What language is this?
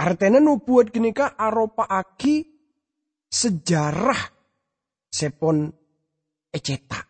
Madurese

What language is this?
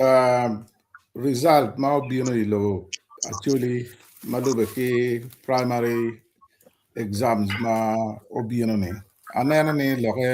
Acoli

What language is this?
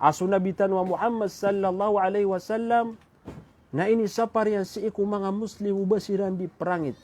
Maranao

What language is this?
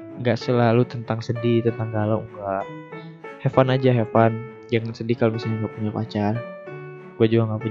Indonesian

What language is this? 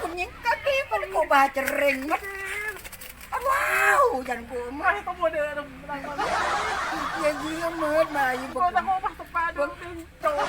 Madurese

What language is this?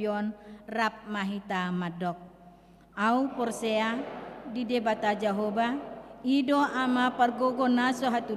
Batak Toba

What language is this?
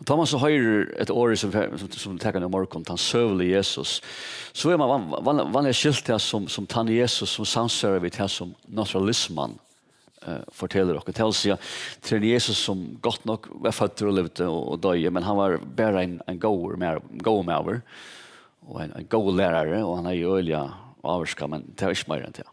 Faroese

